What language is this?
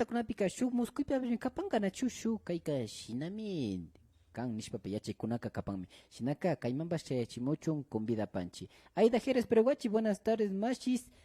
Imbabura Highland Quichua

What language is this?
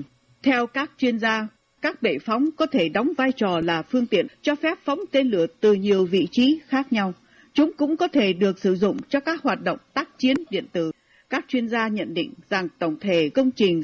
Vietnamese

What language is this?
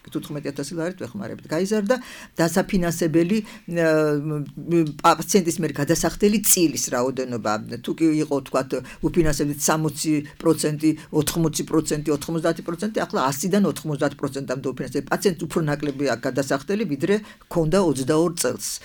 Georgian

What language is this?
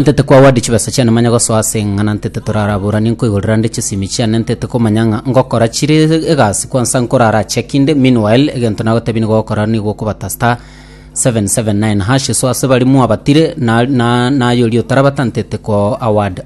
Gusii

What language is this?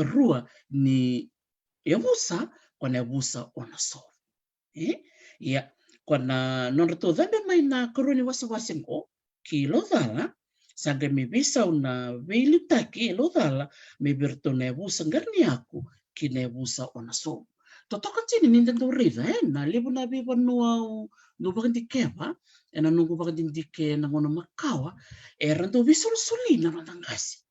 Fijian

